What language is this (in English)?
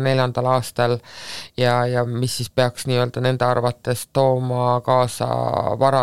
Estonian